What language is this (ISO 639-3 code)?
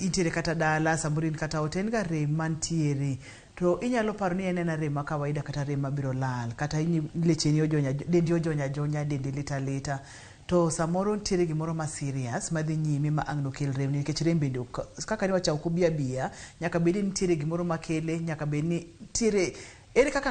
luo